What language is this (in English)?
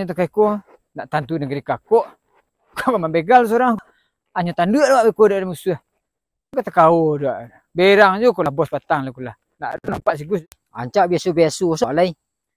Minangkabau